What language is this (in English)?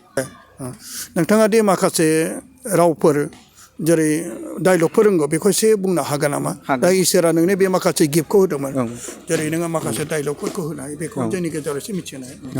Bodo